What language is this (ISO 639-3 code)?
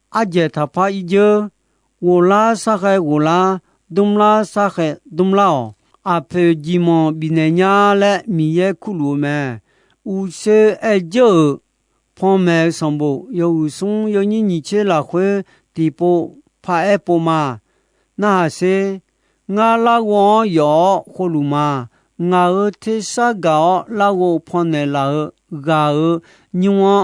ahk